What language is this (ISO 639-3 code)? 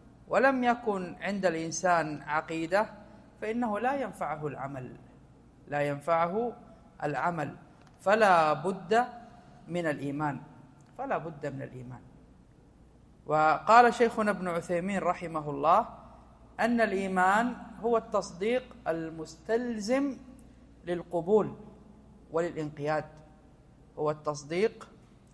ara